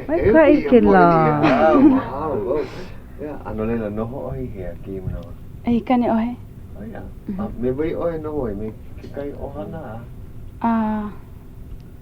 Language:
Hawaiian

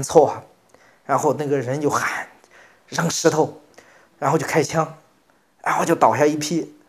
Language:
Chinese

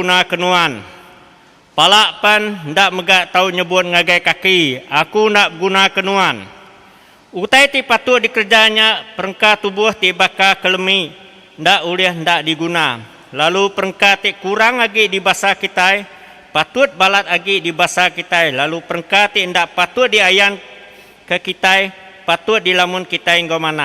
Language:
Iban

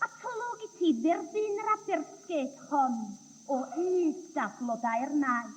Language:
Welsh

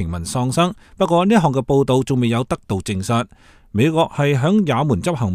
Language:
Cantonese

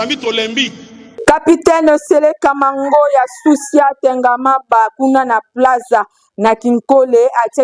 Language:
Lingala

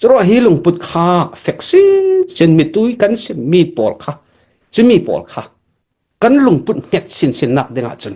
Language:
Falam Chin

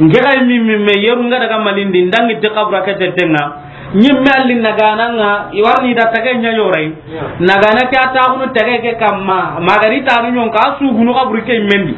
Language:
Soninke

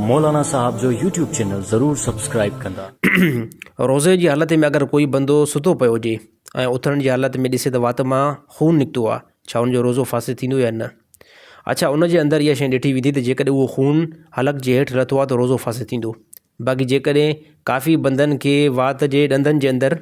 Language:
Sindhi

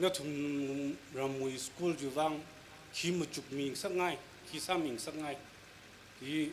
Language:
Tangkhul Naga (India)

